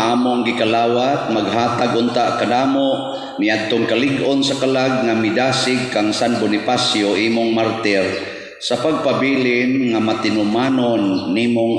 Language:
Cebuano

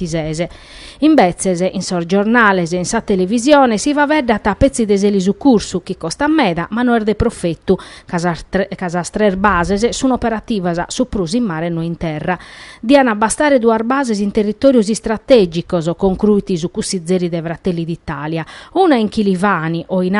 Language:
Sardinian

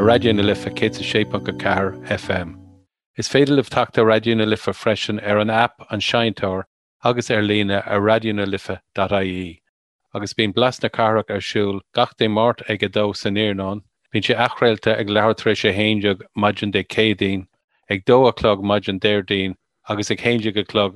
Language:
Irish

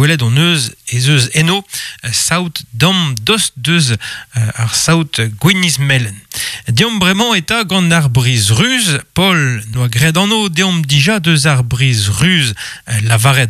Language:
Breton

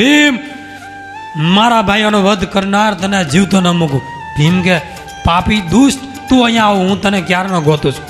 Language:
Gujarati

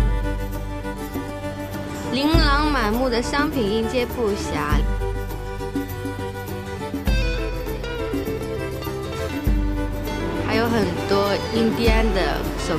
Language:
Chinese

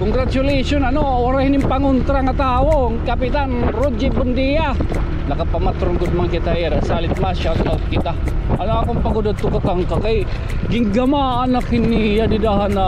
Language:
Waray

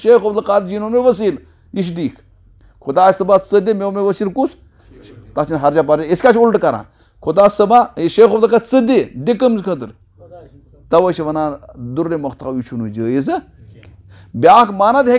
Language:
Kashmiri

